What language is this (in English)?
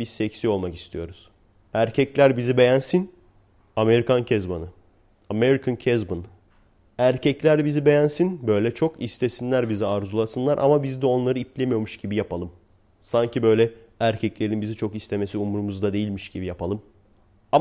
Turkish